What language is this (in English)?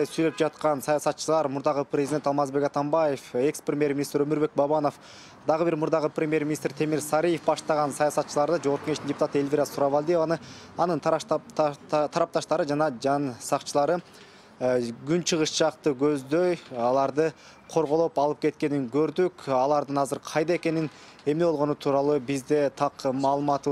Kyrgyz